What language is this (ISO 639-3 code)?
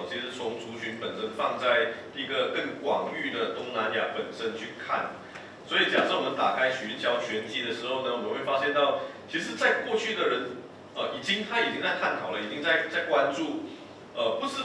zho